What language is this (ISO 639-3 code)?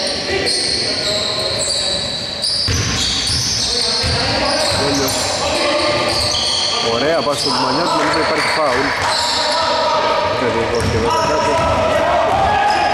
ell